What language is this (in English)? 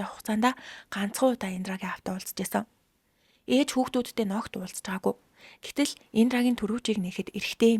Mongolian